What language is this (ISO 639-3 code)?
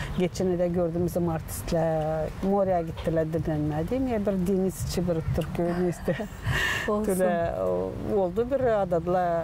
gag